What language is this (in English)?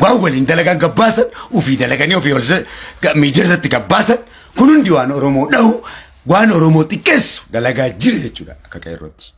Oromo